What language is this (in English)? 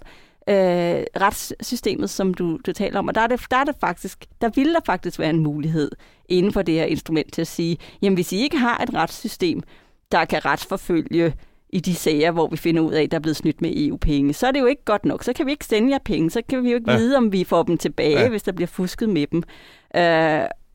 Danish